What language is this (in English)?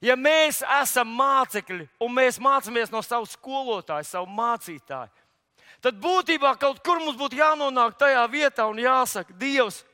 Latvian